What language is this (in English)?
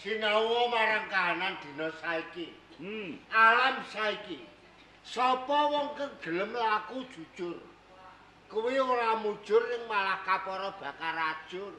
Javanese